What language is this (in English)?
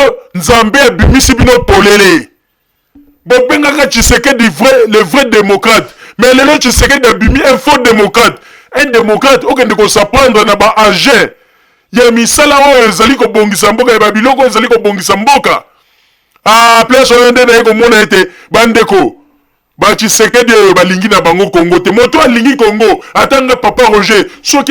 Lingala